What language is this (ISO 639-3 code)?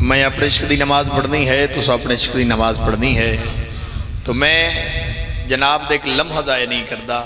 phr